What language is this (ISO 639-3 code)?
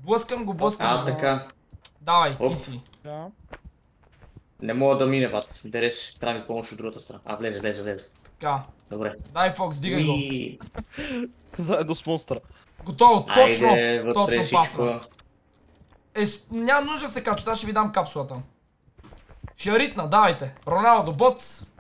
bul